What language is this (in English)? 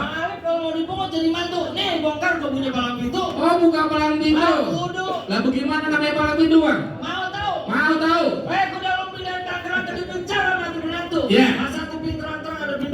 Betawi